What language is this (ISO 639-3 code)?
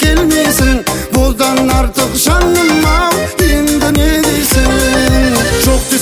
kaz